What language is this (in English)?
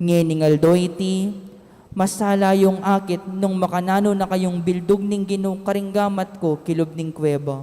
Pampanga